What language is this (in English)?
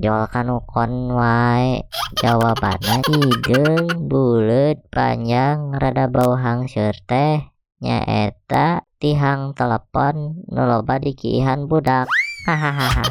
Sundanese